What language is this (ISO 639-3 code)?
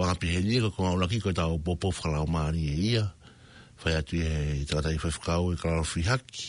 ton